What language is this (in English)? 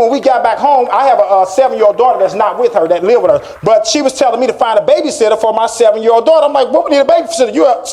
Nyanja